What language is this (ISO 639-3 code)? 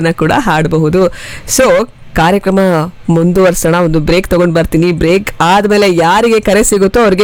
kan